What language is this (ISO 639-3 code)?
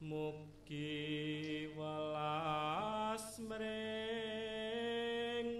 jav